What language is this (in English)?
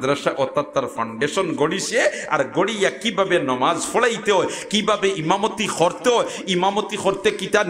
Sylheti